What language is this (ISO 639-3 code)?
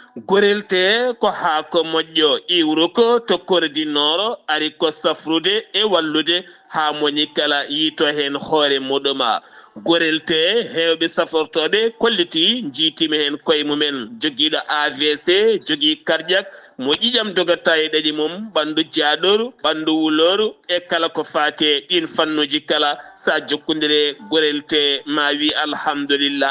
ful